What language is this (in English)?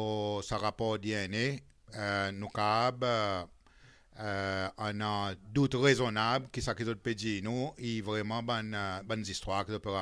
Seselwa Creole French